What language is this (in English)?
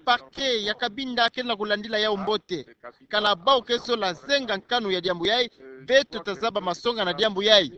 Kituba (Democratic Republic of Congo)